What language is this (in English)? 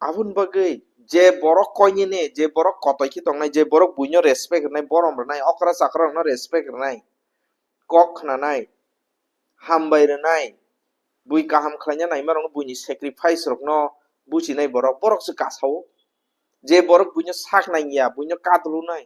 Kok Borok